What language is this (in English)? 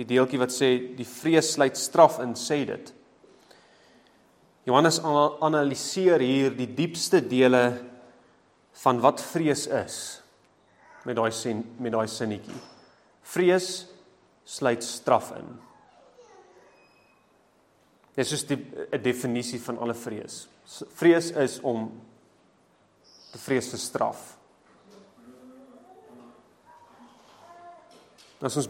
Afrikaans